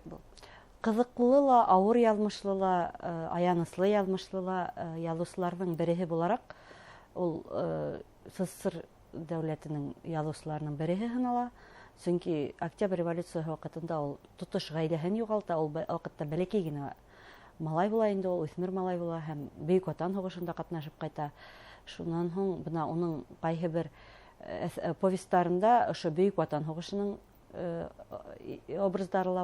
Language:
Bashkir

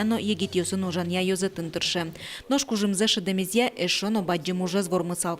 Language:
Udmurt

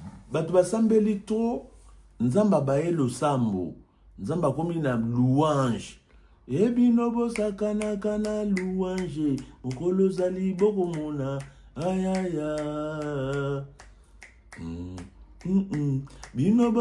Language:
Lingala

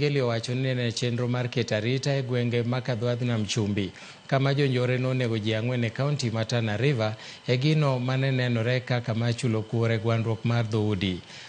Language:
Luo (Kenya and Tanzania)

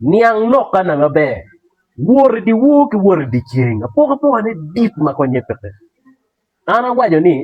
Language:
Acoli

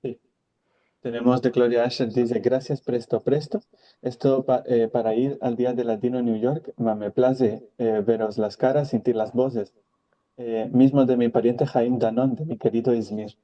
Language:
Ladino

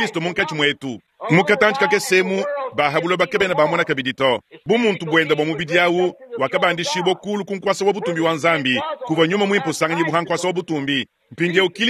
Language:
Luba-Lulua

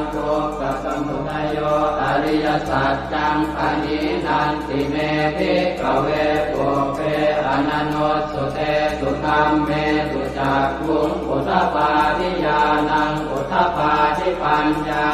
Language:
Pali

